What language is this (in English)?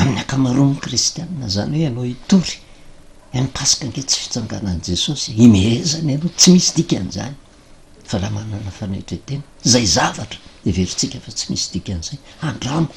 Malagasy